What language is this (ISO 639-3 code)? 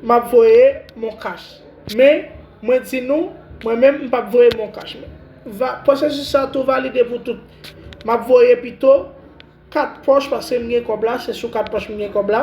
hat